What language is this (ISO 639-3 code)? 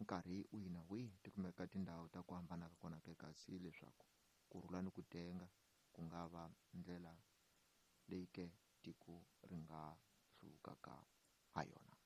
tso